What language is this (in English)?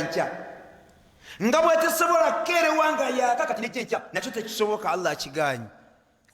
Ganda